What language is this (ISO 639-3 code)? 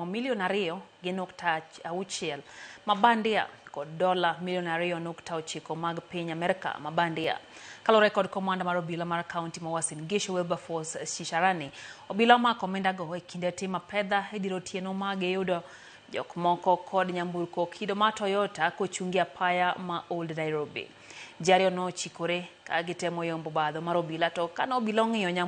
luo